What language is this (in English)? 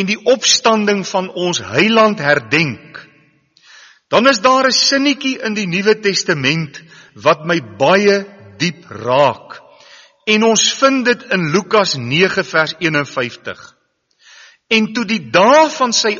Afrikaans